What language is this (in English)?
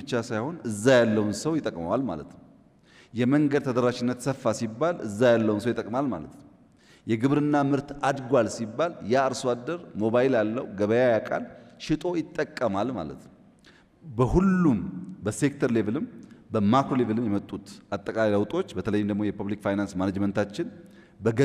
Amharic